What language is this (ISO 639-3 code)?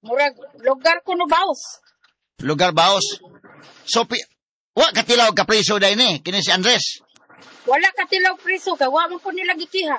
ceb